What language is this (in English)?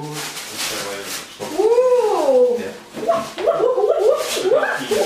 Persian